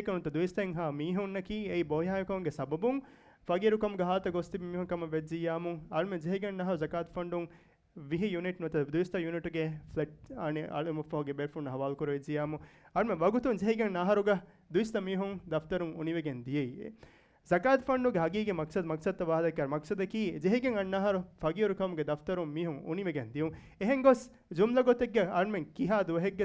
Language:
Divehi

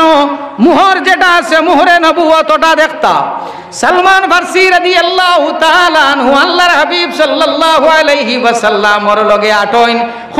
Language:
Sylheti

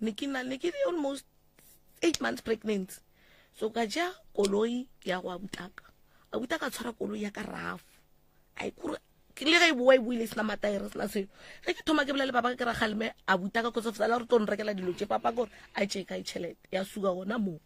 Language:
Northern Sotho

